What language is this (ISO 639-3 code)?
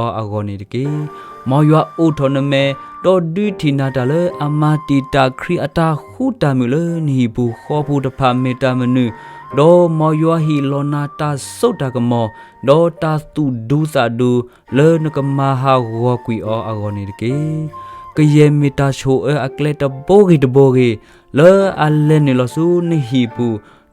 ksw